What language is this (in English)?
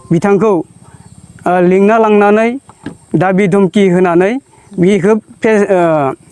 Bodo